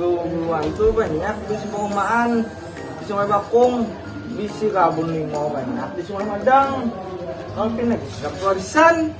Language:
Banjar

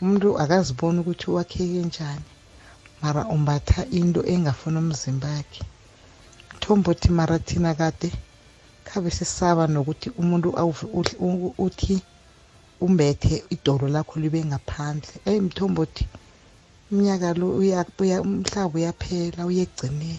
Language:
South Ndebele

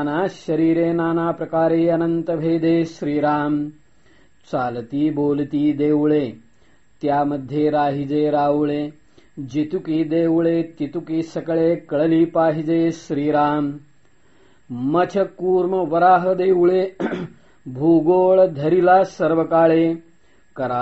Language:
Marathi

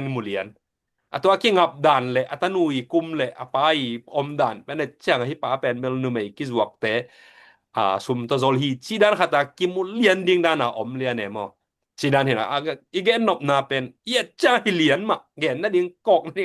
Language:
Tedim Chin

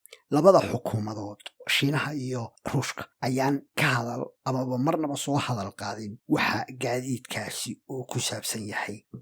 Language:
Somali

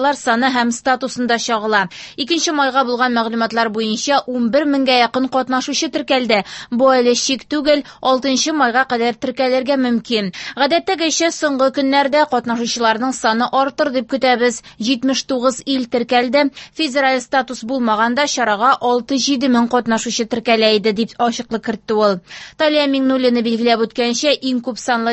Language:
Tatar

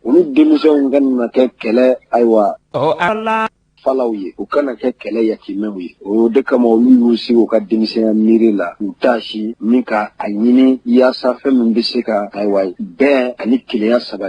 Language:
Bambara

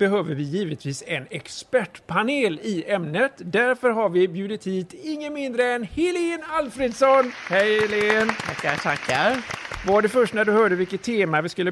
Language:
Swedish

